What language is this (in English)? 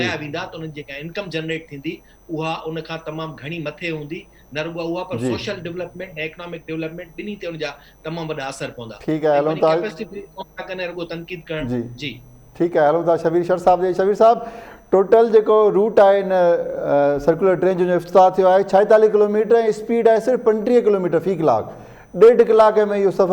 Sindhi